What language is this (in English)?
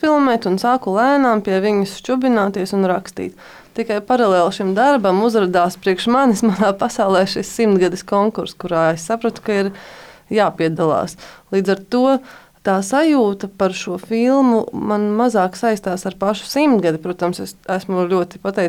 Latvian